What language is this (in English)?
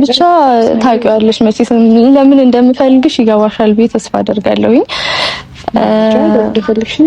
Amharic